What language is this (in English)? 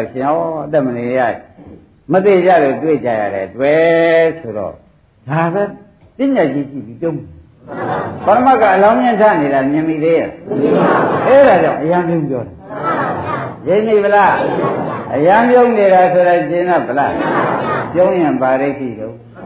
Burmese